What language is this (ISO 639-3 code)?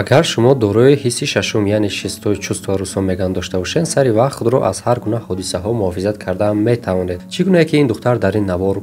tgk